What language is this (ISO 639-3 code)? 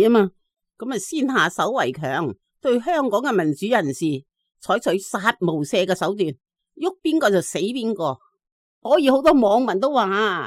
yue